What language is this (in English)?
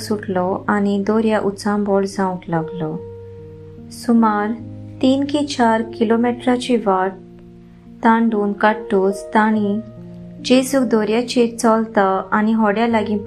Konkani